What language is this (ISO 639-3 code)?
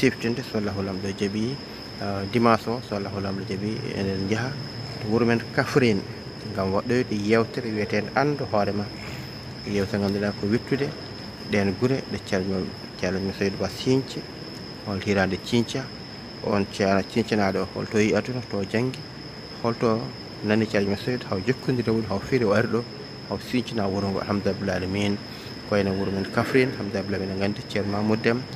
ful